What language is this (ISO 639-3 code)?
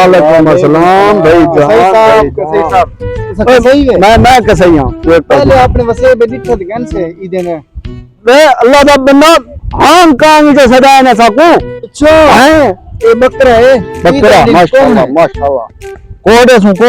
skr